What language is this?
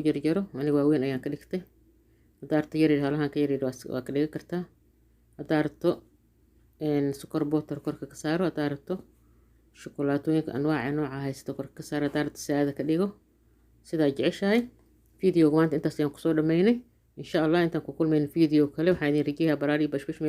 Somali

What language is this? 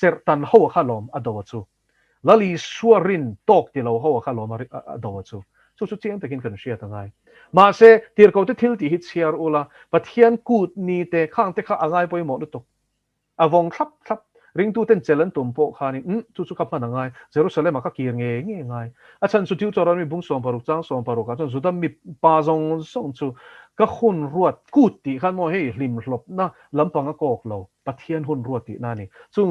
Mizo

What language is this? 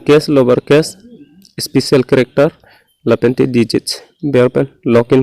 Karbi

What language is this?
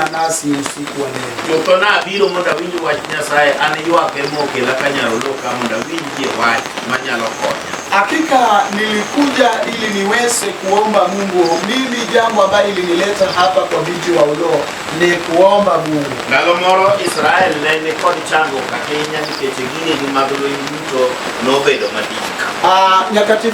Luo (Kenya and Tanzania)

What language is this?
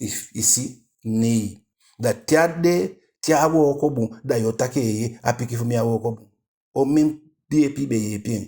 Eastern Maroon Creole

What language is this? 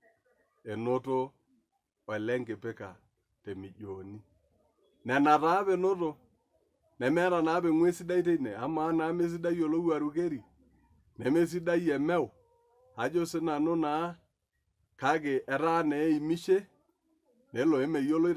Masai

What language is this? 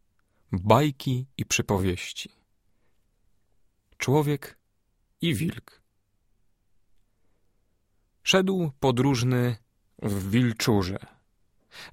Polish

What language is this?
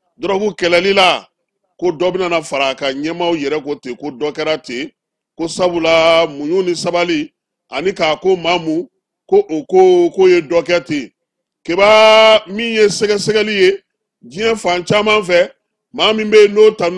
Bambara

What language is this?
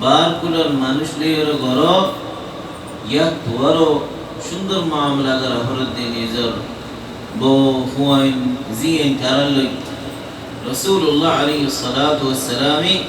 Rohingya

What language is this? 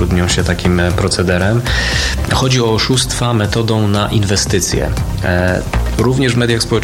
Polish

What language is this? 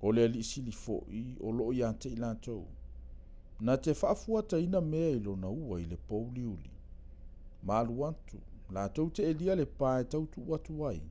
Samoan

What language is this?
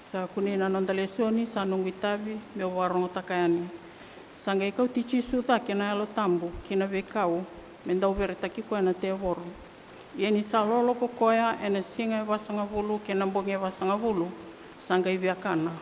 Fijian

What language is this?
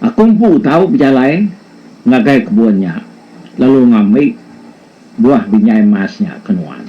Iban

